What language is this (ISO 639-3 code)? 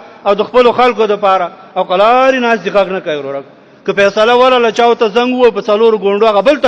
pus